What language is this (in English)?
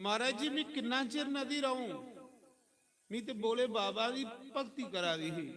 Dogri